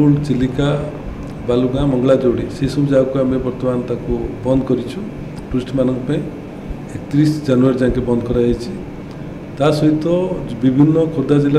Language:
Odia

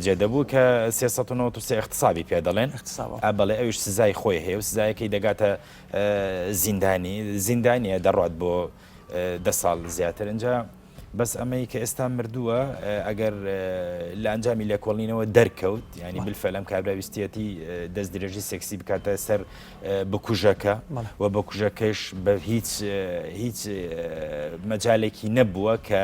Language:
Central Kurdish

